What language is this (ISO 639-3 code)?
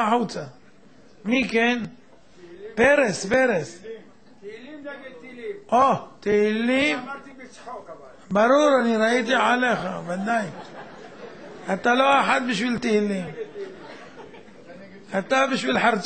heb